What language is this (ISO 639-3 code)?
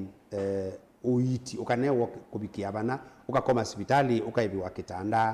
kam